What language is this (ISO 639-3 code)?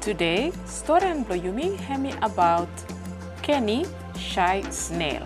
bis